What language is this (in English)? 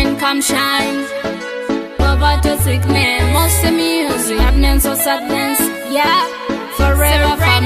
Nyoro